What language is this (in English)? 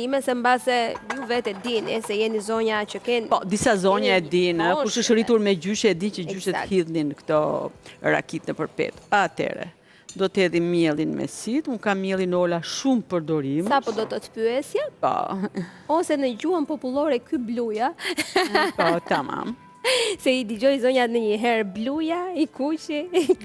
Albanian